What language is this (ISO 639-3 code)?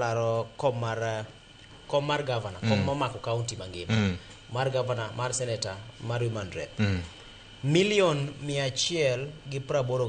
luo